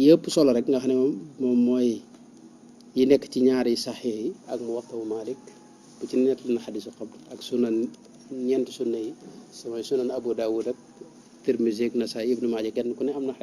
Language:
Wolof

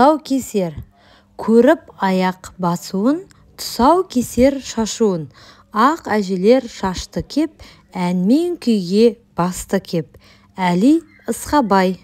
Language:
Kazakh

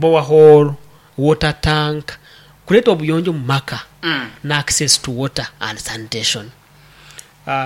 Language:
Nyankole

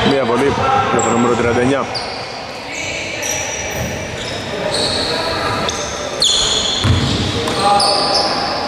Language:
Greek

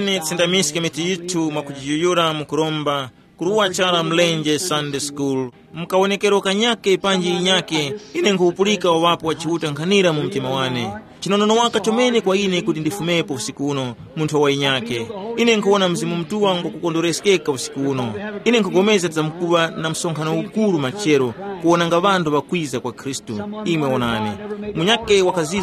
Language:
Tumbuka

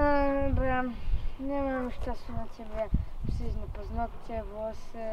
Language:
Silesian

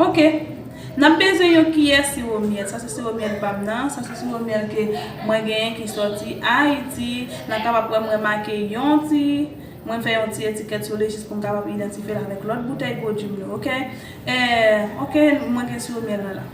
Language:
Haitian Creole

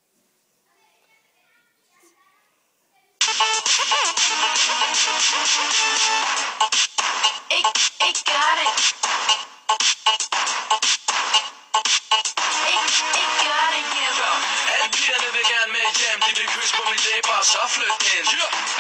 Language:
Danish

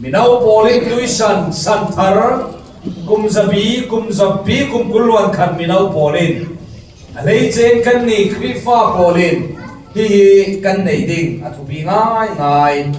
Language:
Falam Chin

